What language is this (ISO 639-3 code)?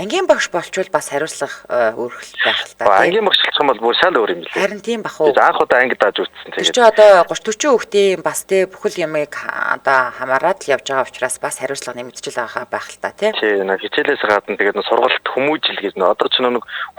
mon